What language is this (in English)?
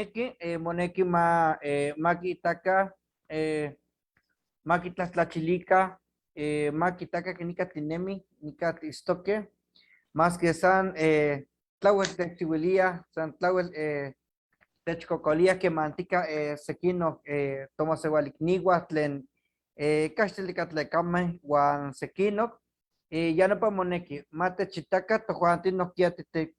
Eastern Huasteca Nahuatl